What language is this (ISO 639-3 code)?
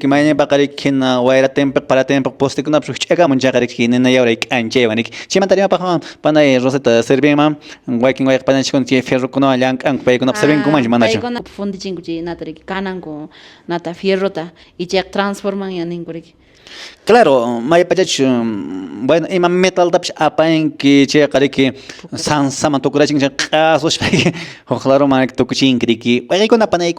que